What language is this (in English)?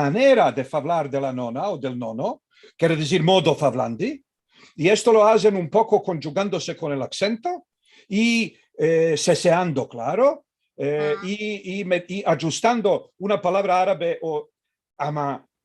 Ladino